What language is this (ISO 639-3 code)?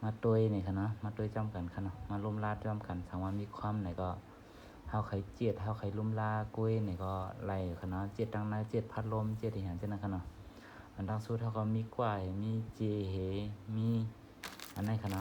shn